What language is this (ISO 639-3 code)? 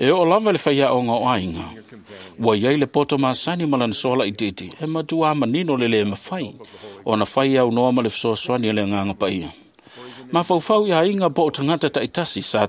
smo